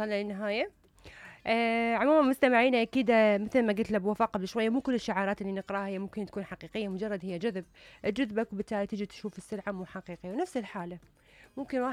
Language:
Mesopotamian Arabic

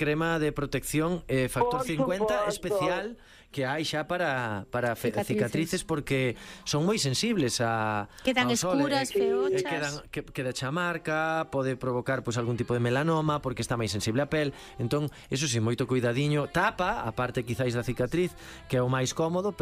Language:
Galician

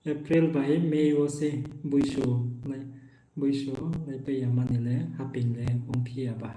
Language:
Riang (India)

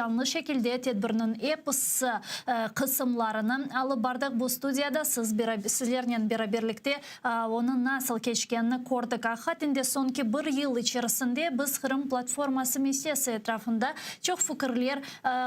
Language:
Crimean Tatar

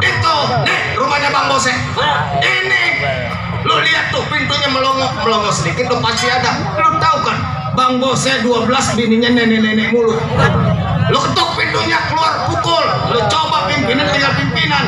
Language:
Betawi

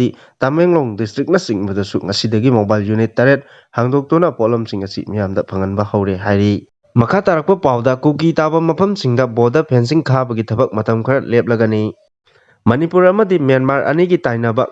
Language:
Manipuri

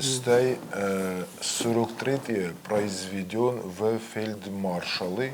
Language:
Ossetic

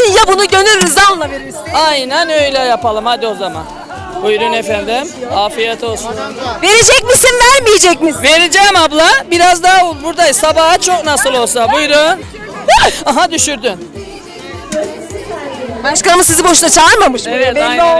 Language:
Turkish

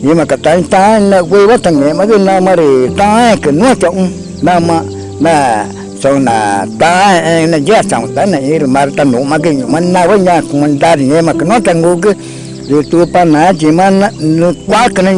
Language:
Ticuna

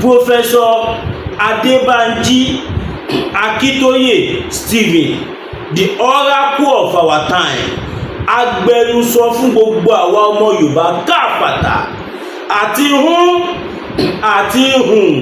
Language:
Yoruba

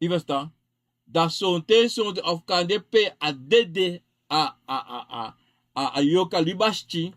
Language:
Sranan Tongo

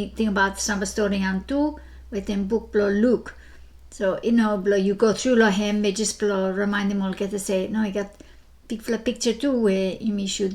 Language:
Bislama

